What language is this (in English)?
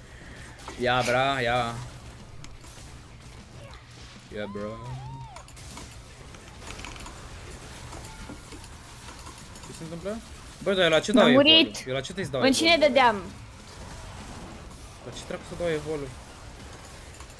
Romanian